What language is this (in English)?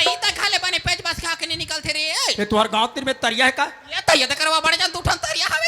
Chhattisgarhi